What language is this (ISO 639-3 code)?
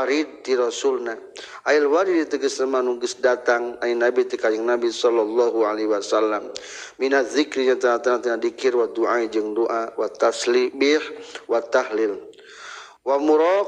sun